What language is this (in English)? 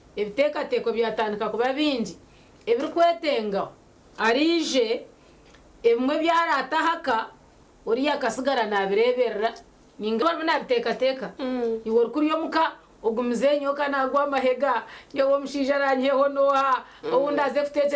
Nyankole